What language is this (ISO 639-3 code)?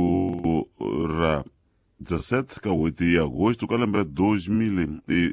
tso